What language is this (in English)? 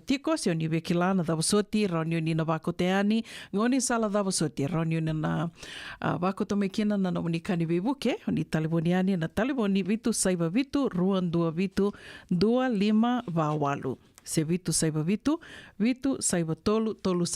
Fijian